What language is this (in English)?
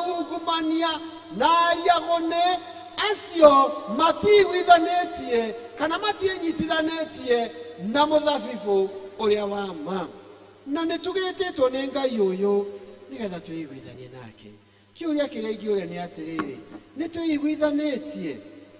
Kikuyu